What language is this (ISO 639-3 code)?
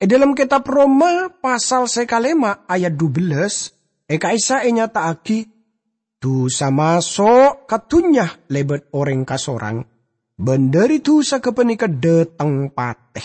mad